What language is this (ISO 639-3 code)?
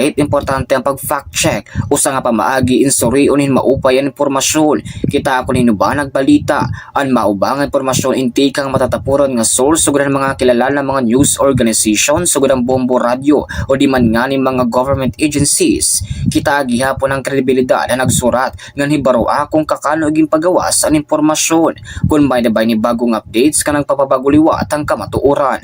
war